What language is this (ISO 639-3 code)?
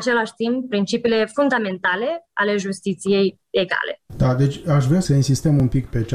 ron